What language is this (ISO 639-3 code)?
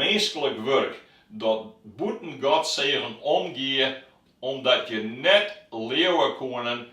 fry